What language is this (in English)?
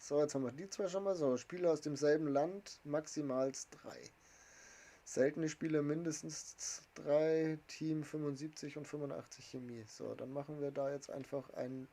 Bavarian